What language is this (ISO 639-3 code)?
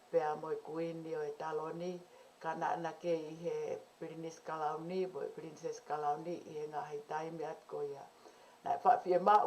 ton